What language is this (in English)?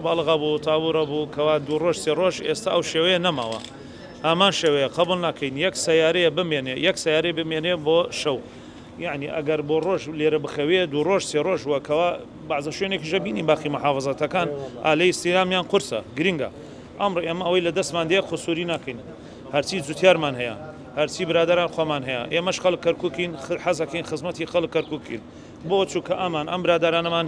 Central Kurdish